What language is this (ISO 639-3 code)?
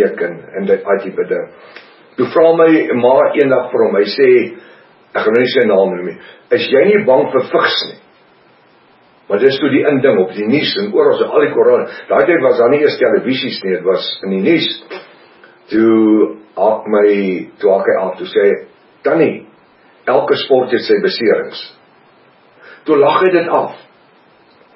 afr